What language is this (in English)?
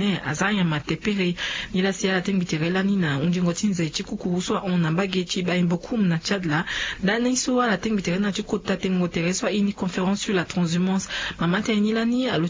Sango